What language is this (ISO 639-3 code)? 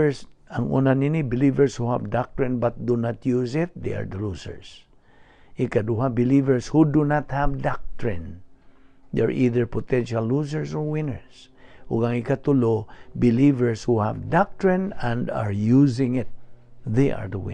ceb